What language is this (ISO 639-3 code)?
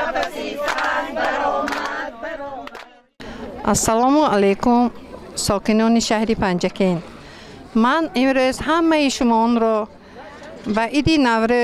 tgk